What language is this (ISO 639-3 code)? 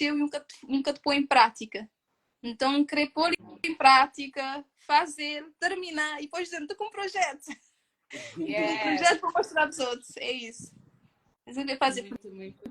kea